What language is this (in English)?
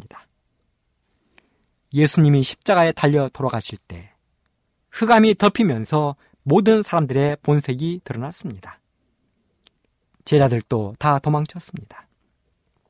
Korean